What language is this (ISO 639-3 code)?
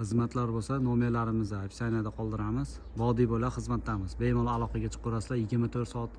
uzb